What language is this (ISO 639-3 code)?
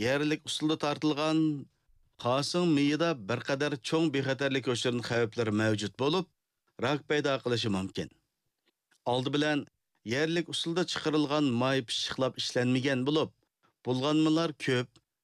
uig